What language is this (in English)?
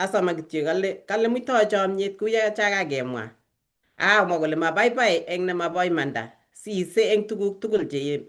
Kalenjin